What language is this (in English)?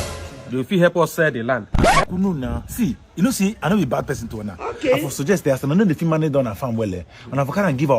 Nigerian Pidgin